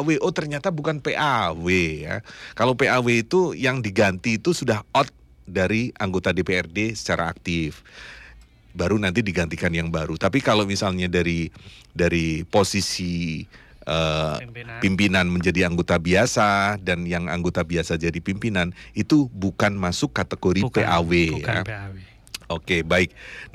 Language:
Indonesian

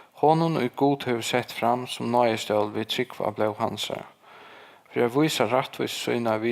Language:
Faroese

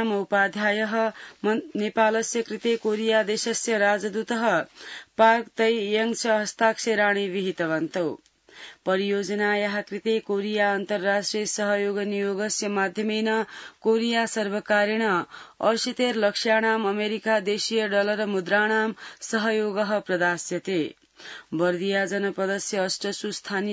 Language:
Sanskrit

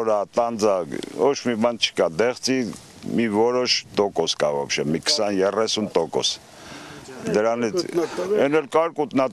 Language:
Armenian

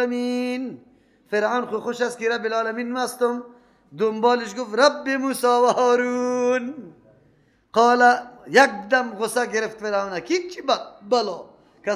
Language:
Persian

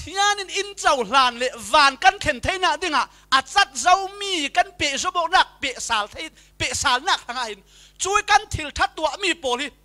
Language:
Falam Chin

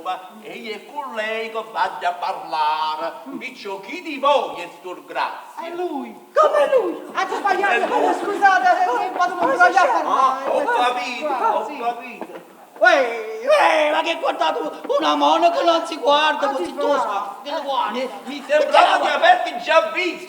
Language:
Neapolitan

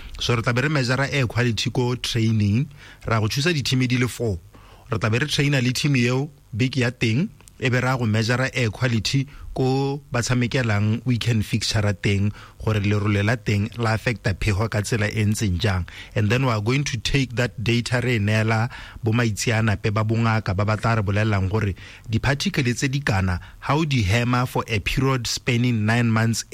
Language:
Tswana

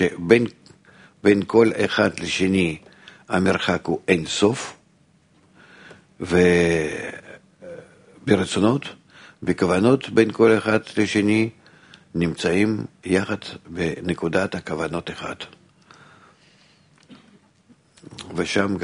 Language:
Hebrew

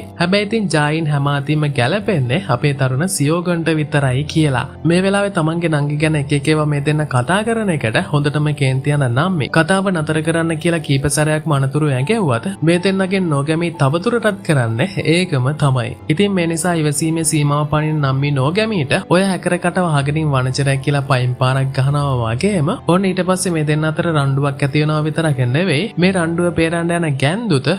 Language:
Sinhala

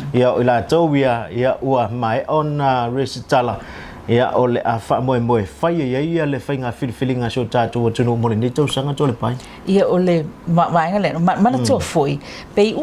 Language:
Samoan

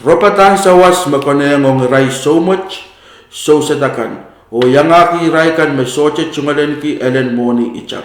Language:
Pohnpeian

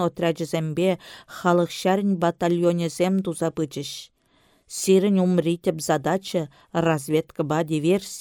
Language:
Chuvash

